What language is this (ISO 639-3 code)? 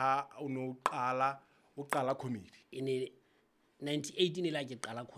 sot